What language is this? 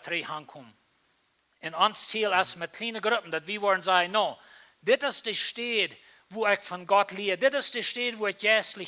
Plautdietsch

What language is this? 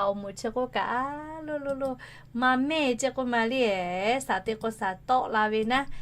Lahu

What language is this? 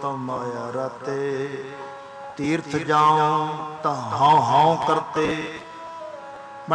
Punjabi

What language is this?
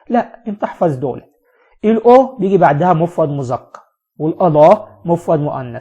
Egyptian Arabic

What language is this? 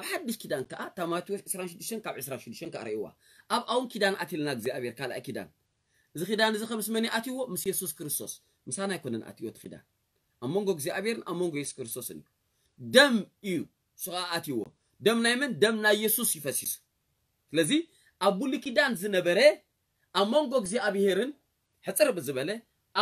Tigrinya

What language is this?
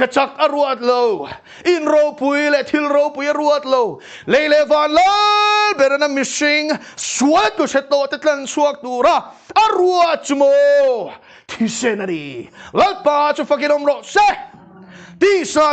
Mizo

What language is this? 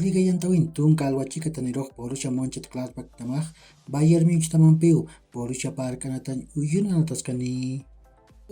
Aymara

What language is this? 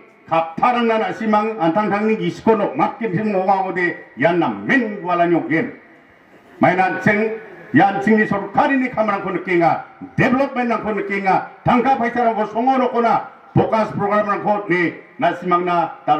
Garo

